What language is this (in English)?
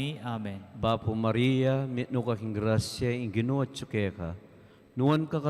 Pampanga